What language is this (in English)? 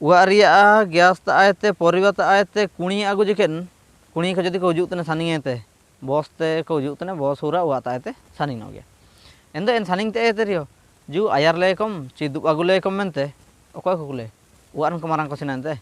Ho